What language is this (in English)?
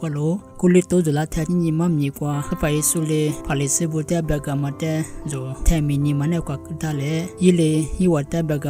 Lisu